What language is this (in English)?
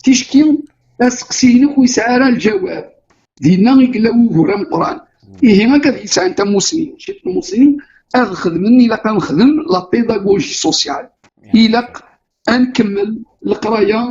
Kabyle